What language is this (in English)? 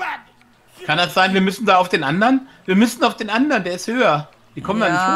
German